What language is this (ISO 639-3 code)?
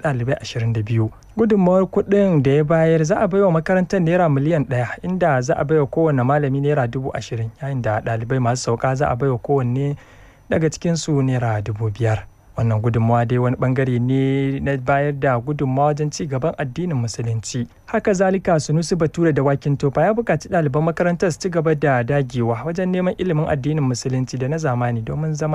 hau